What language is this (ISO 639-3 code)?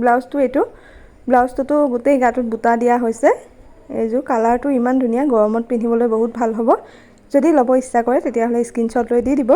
asm